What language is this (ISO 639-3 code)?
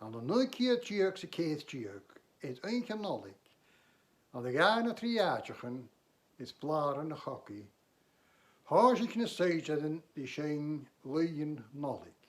gla